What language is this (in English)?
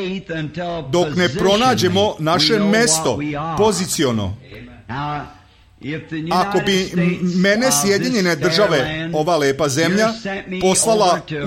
Serbian